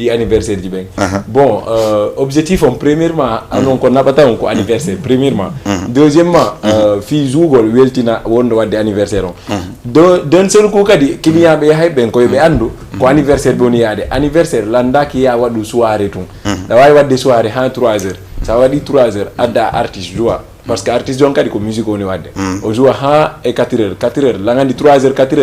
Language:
Fula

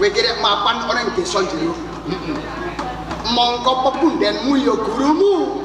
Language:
Javanese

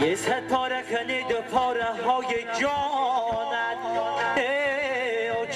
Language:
Tajik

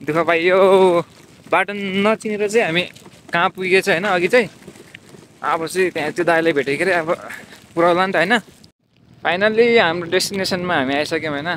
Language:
Nepali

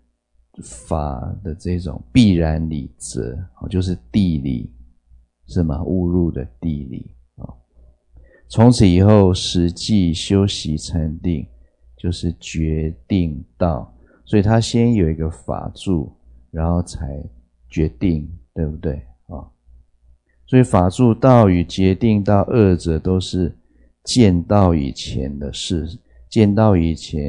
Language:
Chinese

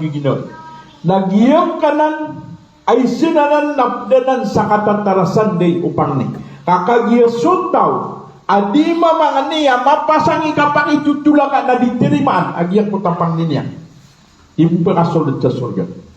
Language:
Maranao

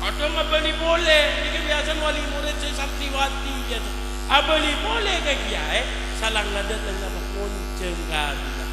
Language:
Madurese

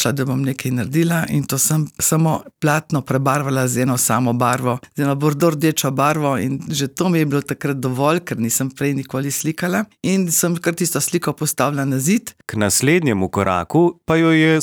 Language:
Slovenian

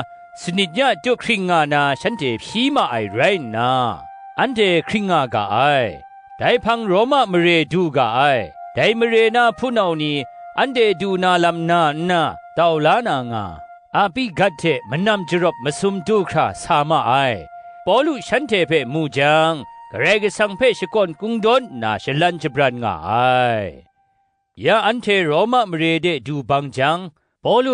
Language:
Kachin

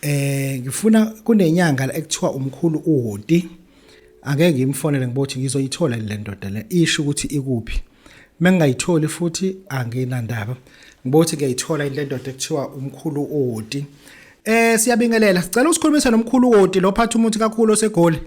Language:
Zulu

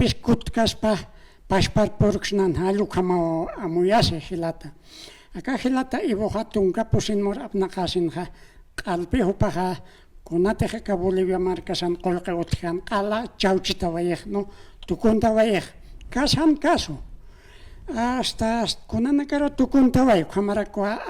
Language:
Aymara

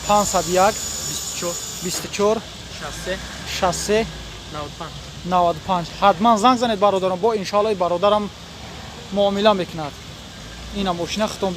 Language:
Tajik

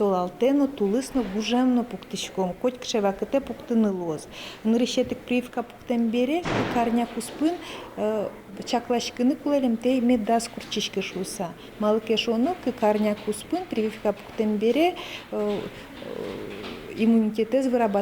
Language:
Udmurt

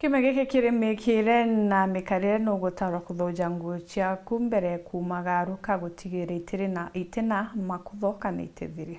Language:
Meru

